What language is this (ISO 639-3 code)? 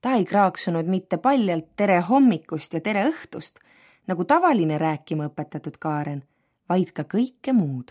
est